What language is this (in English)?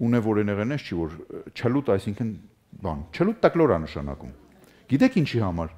Armenian